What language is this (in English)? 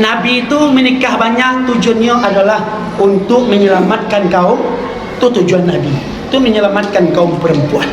Minangkabau